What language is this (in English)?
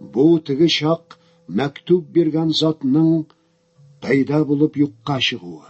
Tatar